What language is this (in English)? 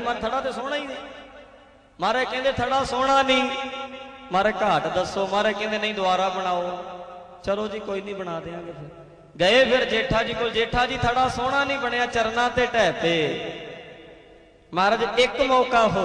Punjabi